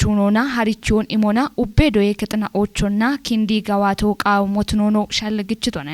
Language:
Kafa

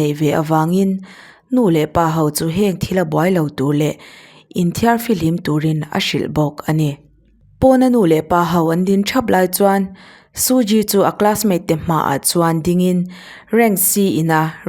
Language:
Mizo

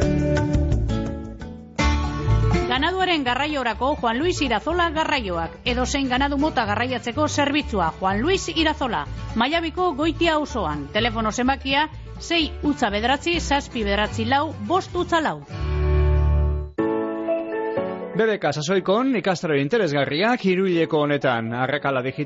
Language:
Basque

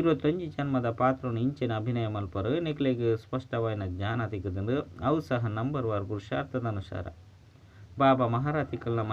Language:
Tulu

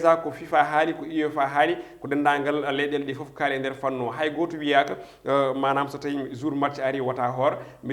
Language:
Fula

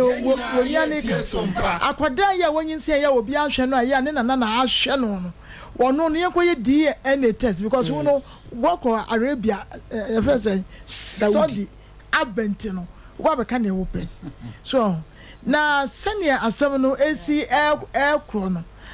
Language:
Akan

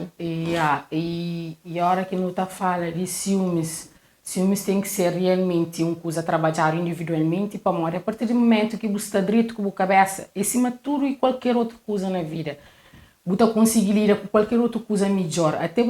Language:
Kabuverdianu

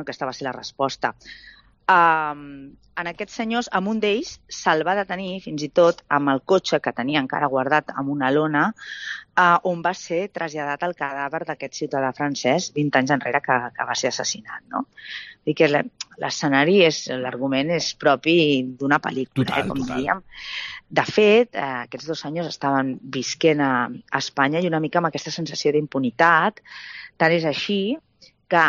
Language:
Catalan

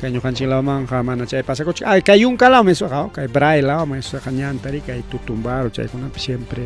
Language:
Ayacucho Quechua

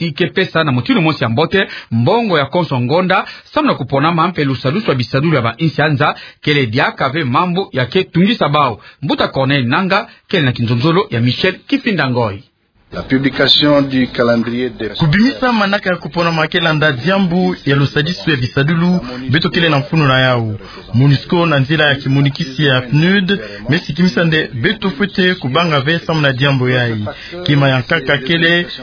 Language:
Kituba (Democratic Republic of Congo)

